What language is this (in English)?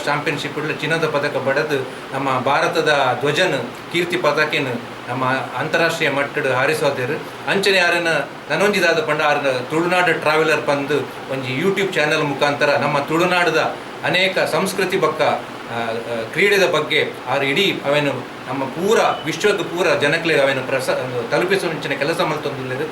Tulu